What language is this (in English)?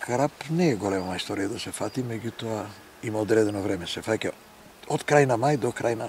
Macedonian